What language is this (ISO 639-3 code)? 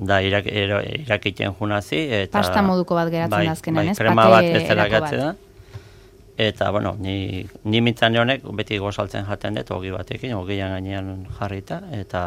eus